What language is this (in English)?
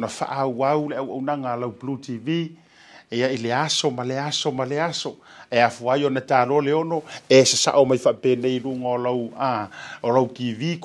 Samoan